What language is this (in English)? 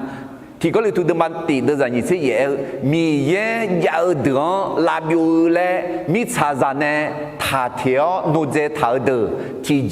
Akha